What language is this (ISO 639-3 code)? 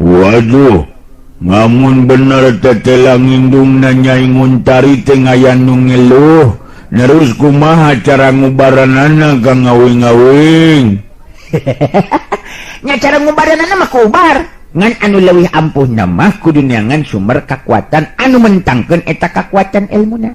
sun